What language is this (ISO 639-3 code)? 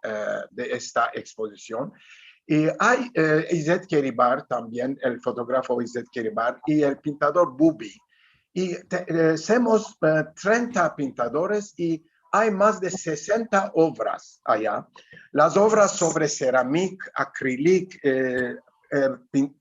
lad